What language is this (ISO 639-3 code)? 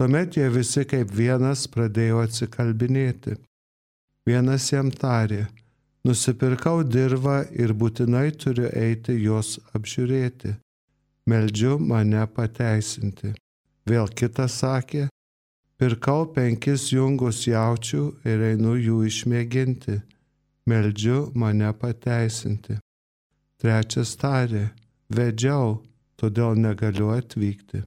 lit